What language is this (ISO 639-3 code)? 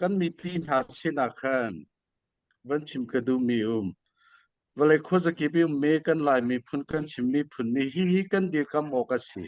cnh